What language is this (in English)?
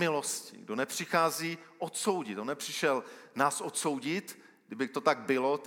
Czech